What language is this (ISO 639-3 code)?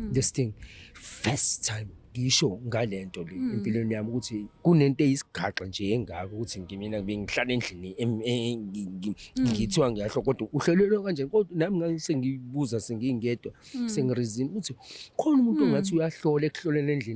zul